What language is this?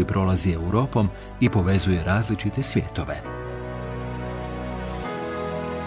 Croatian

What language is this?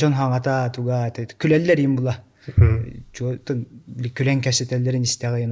Yakut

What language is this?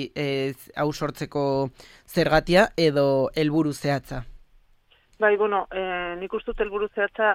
Basque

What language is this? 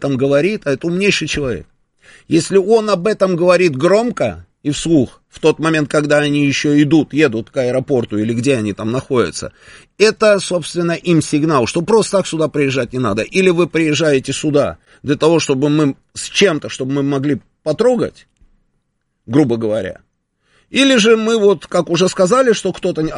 Russian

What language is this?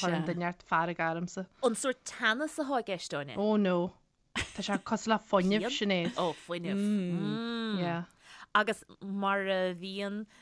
Irish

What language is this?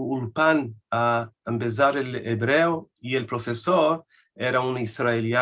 Ladino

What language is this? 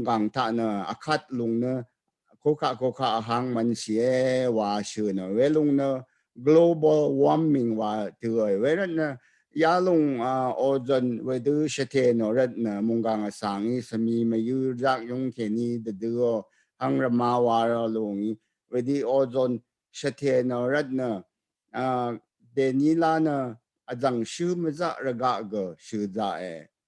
Rawang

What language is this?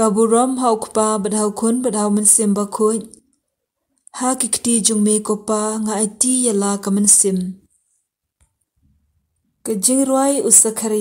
Khasi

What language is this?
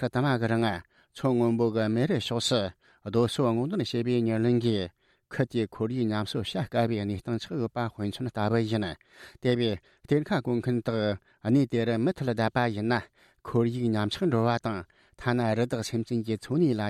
Tibetan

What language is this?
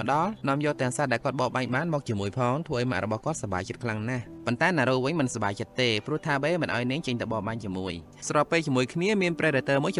Khmer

